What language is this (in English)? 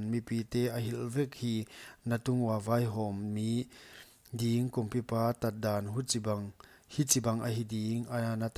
Paite Chin